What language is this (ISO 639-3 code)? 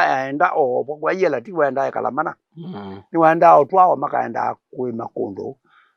kam